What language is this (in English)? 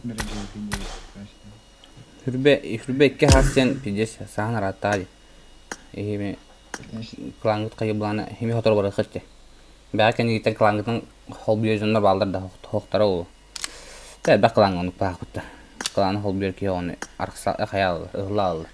Yakut